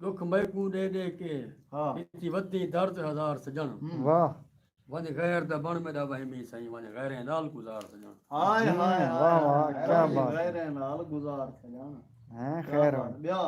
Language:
Saraiki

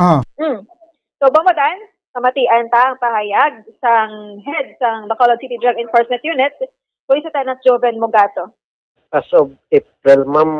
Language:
Hiligaynon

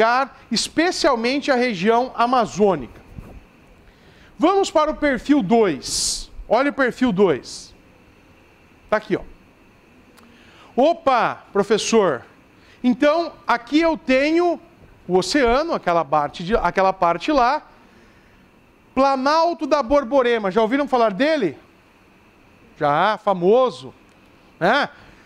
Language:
Portuguese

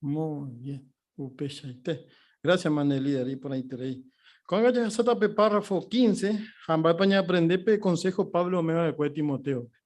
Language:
Guarani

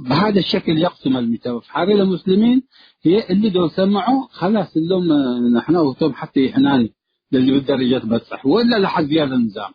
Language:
Tigre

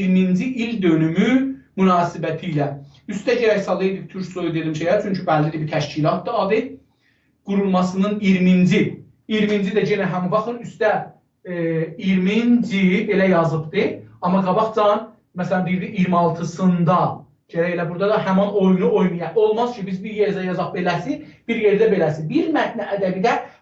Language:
South Azerbaijani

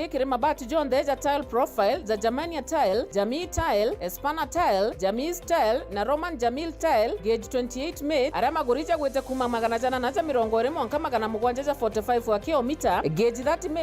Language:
Meru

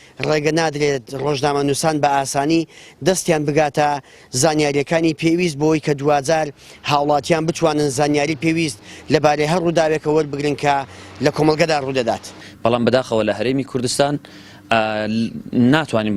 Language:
Central Kurdish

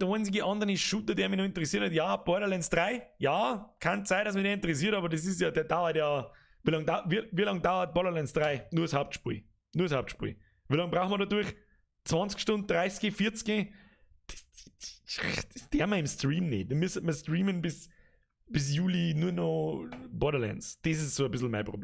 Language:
Bavarian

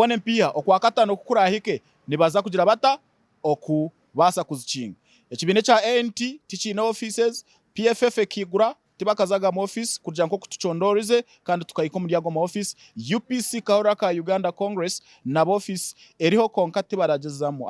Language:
Nyankole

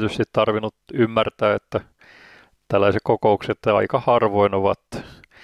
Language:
Finnish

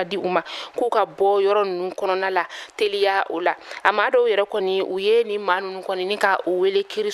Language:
Bambara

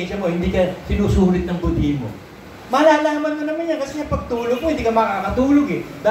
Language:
Filipino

